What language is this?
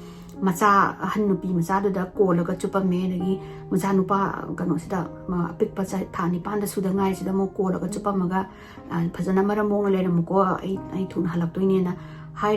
Manipuri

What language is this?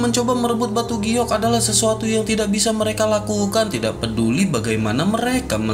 Indonesian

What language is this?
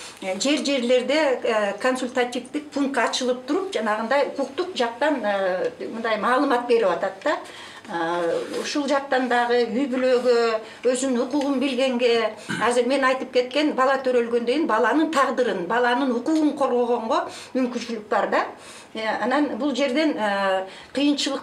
Kyrgyz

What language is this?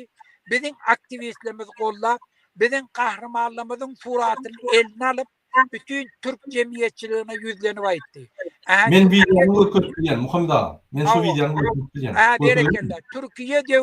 Turkmen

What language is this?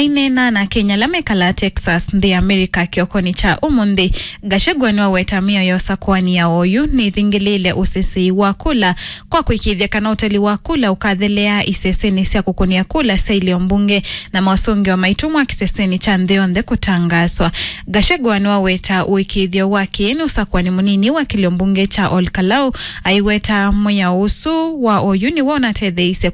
Kamba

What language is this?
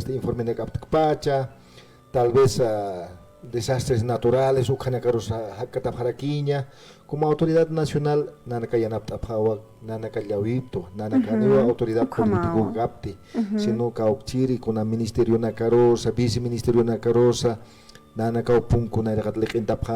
Aymara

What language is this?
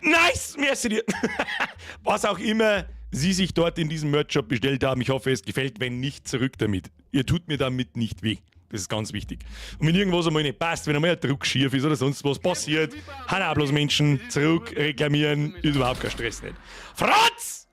Bavarian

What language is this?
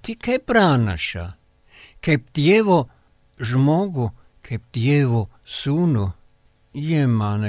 Lithuanian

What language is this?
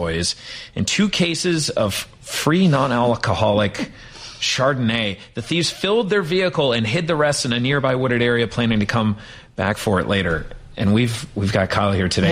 English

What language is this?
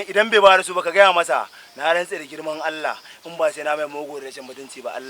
Hausa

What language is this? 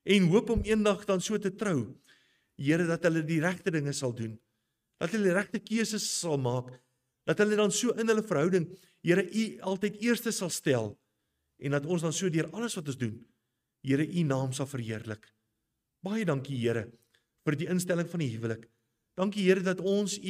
Afrikaans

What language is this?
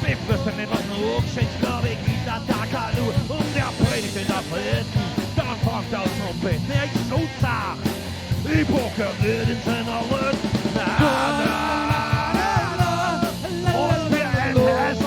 Bavarian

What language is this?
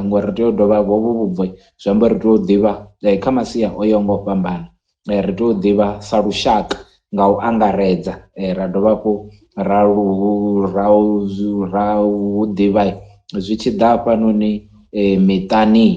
Venda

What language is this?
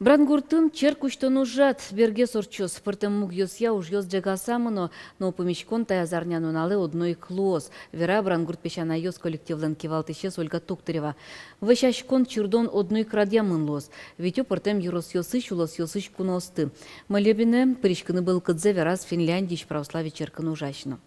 Udmurt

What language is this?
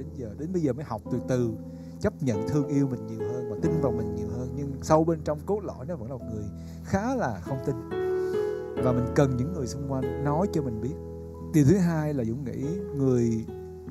Vietnamese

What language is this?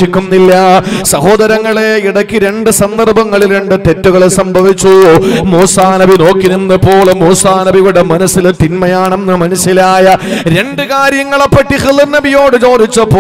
Malayalam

